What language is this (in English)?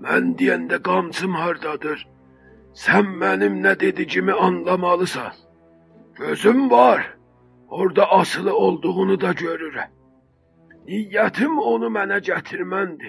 South Azerbaijani